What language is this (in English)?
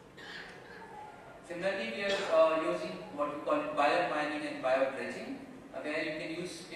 English